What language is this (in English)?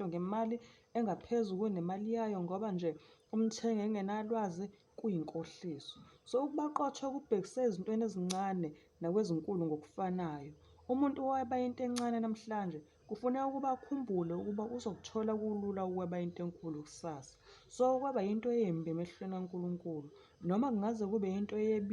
Zulu